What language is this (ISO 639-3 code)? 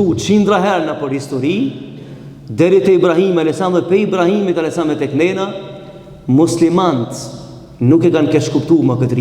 sqi